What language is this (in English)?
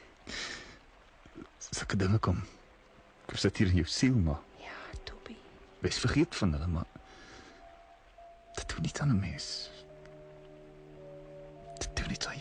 Afrikaans